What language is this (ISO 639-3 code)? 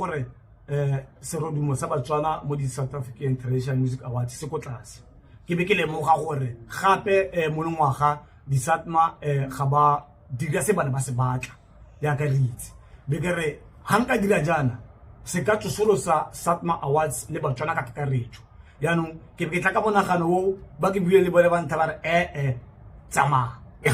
tsn